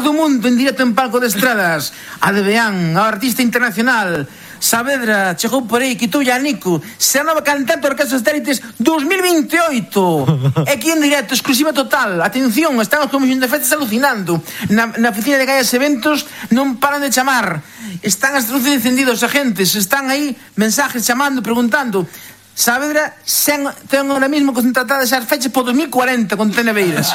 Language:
Galician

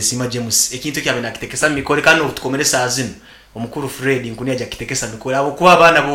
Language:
Nyankole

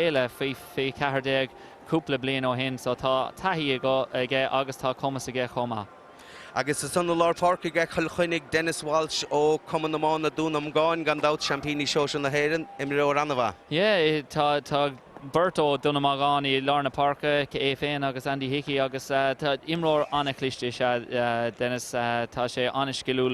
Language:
Irish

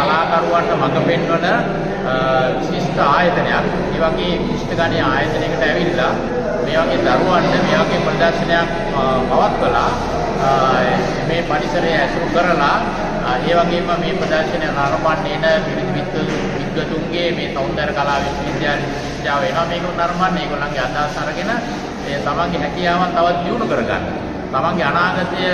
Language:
Sinhala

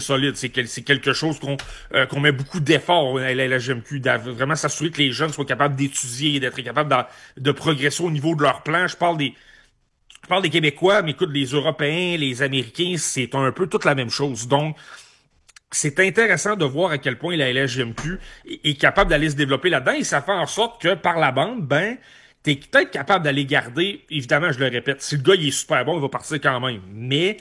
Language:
French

